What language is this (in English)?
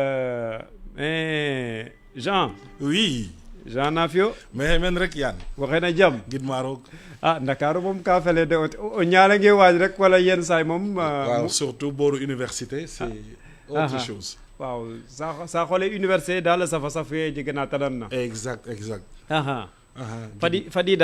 Serer